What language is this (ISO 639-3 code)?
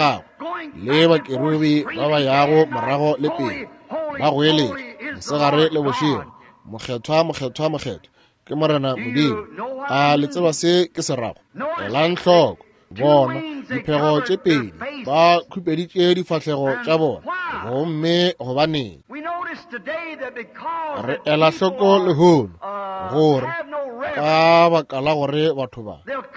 nso